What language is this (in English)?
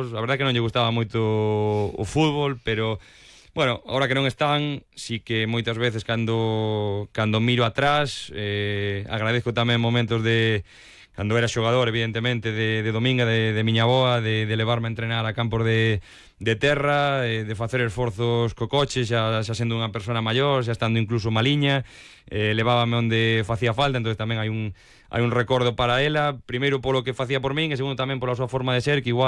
Galician